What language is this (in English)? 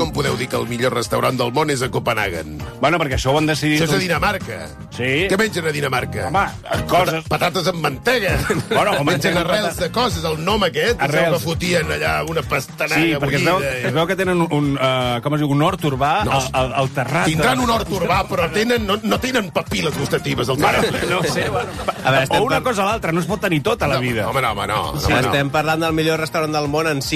Catalan